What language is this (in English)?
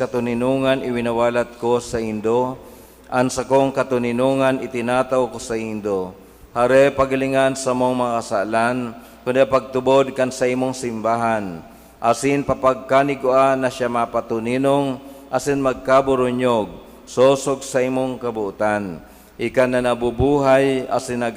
Bikol